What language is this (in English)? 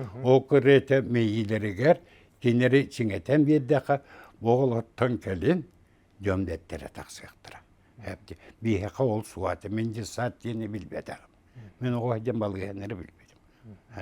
Yakut